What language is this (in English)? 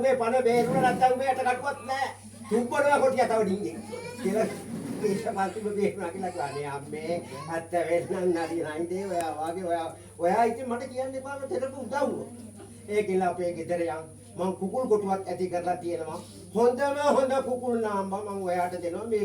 Sinhala